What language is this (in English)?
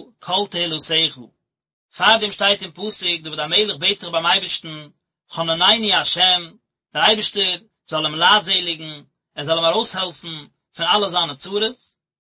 Yiddish